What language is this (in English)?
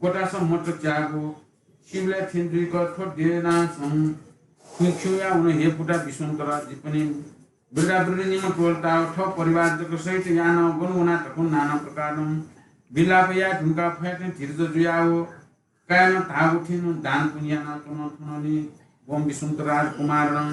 Newari